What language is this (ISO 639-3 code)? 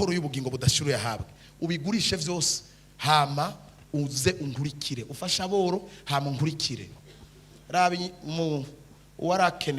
run